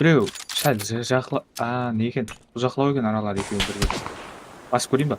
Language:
Kara-Kalpak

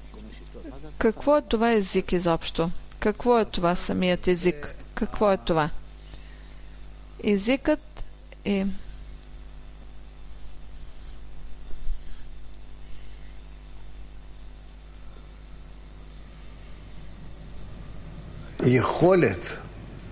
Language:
Bulgarian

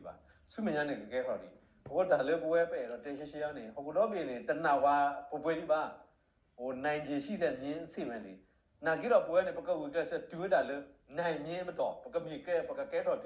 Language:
S'gaw Karen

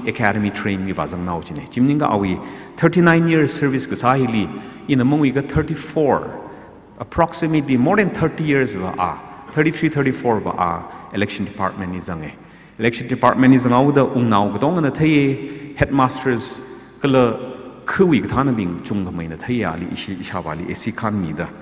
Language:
Tangkhul Naga (India)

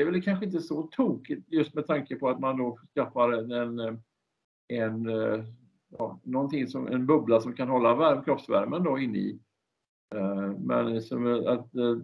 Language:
Swedish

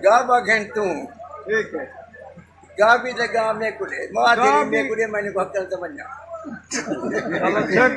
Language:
Saraiki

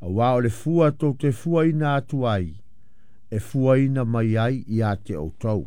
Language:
Samoan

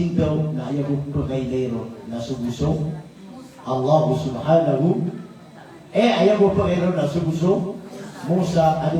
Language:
Maranao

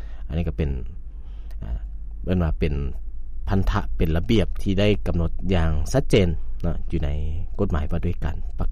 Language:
Lao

